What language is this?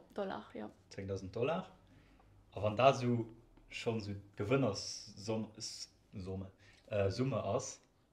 Luxembourgish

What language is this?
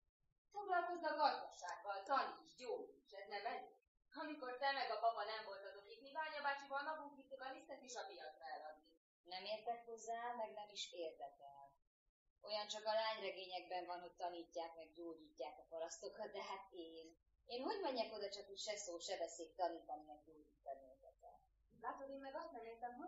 Hungarian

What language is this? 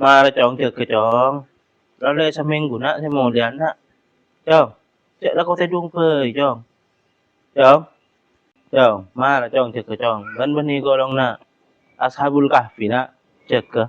Madurese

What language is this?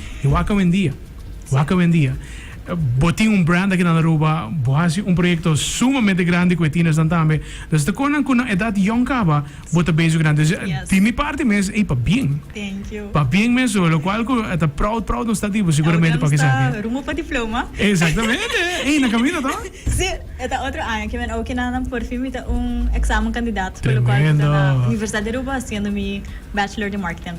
Papiamento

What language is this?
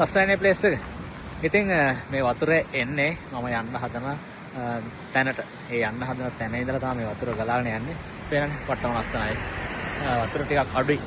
Sinhala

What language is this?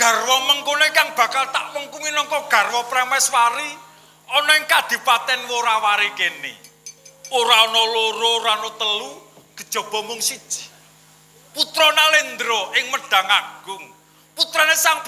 Javanese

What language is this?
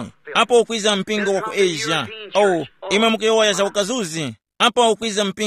Tumbuka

